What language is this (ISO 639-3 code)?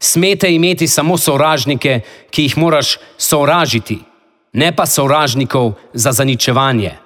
slv